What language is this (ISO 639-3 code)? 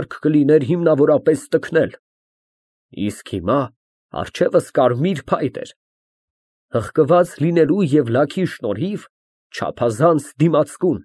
hye